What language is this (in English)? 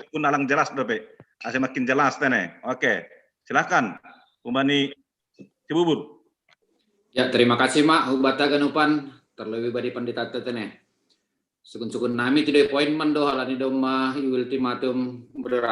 Batak Simalungun